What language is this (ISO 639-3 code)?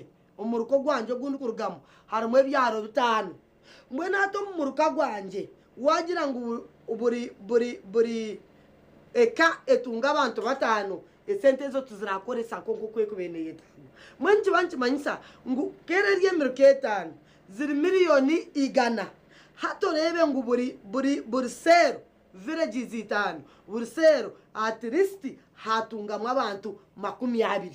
nyn